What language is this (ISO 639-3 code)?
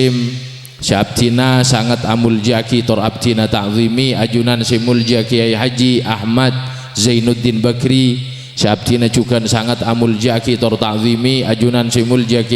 mad